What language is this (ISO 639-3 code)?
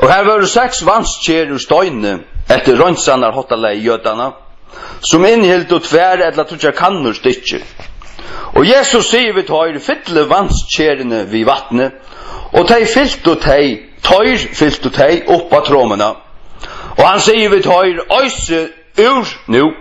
fao